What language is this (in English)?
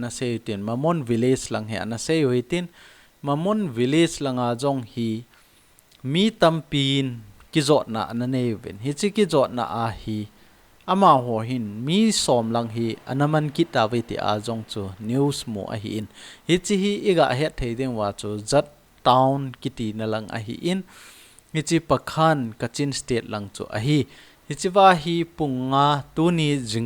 Thado Chin